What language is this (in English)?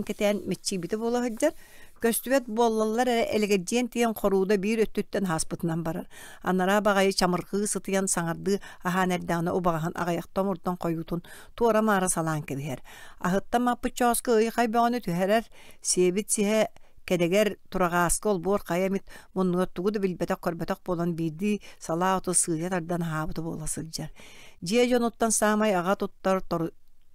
Yakut